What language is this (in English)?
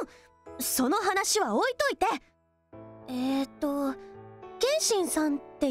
Japanese